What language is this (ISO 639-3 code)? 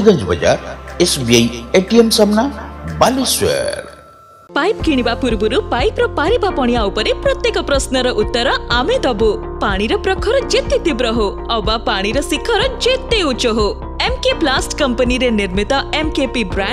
ori